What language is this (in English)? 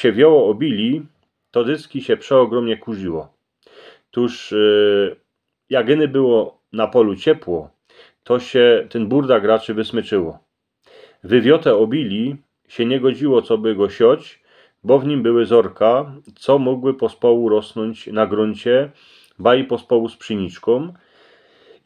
Silesian